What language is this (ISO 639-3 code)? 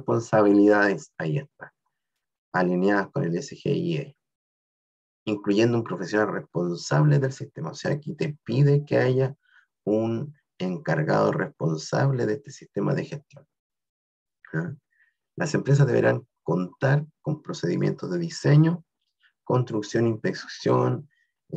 spa